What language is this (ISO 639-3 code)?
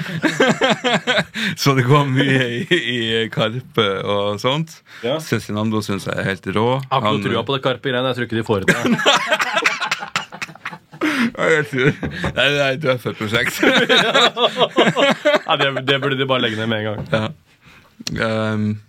nor